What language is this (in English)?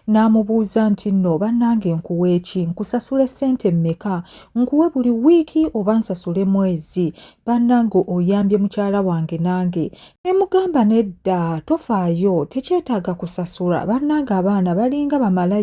Ganda